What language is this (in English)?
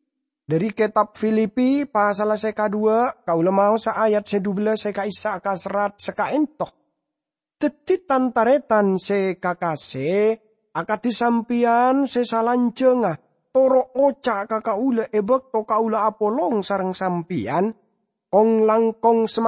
Madurese